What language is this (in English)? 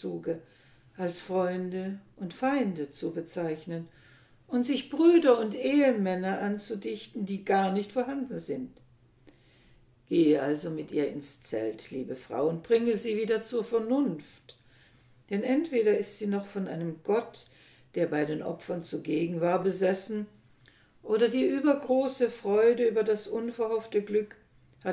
German